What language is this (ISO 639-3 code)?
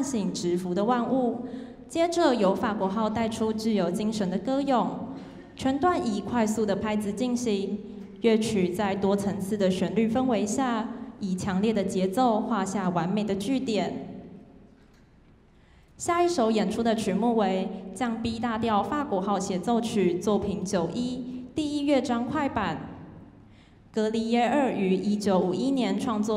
zho